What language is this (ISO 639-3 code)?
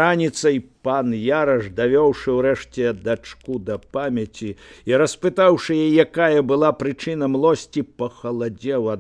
bel